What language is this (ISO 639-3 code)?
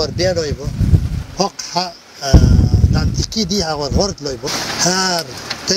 che